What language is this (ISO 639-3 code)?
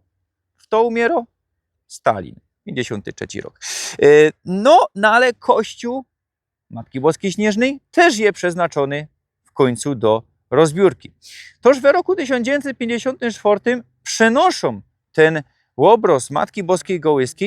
szl